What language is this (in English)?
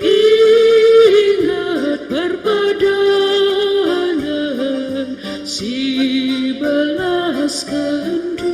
Batak Karo